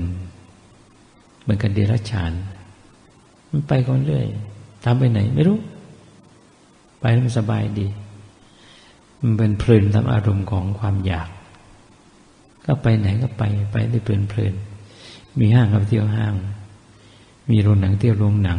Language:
Thai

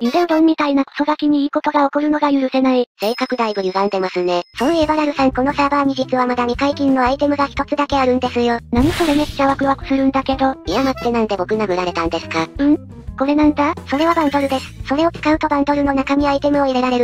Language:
Japanese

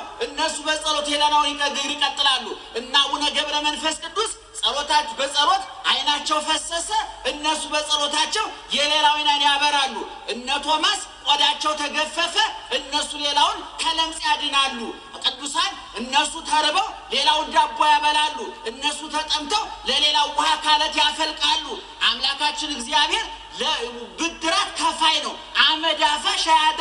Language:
Amharic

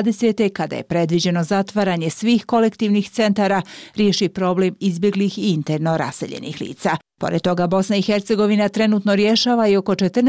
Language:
Bosnian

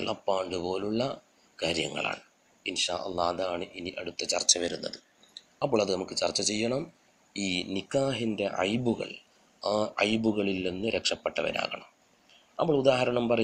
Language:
Malayalam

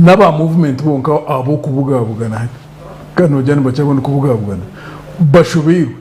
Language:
Nyankole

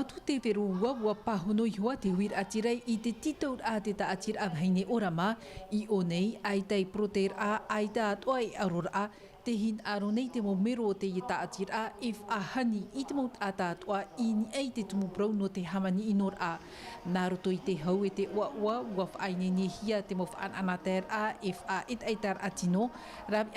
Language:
Tahitian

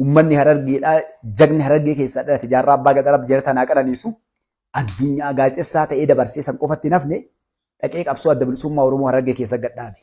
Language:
Oromo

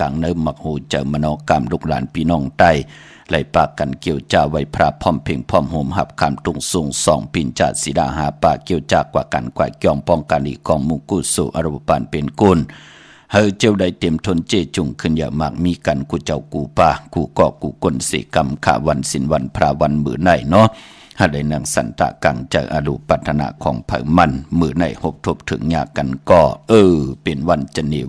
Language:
Shan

